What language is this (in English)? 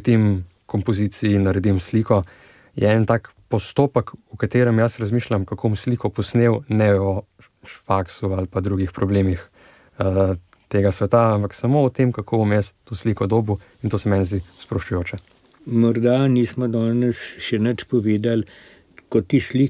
Slovenian